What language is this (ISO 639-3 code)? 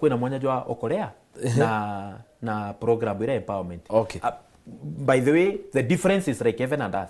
mer